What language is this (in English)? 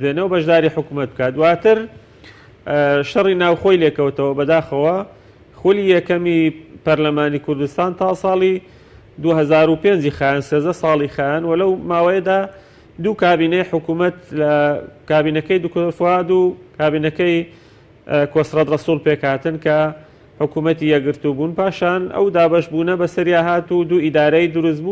Central Kurdish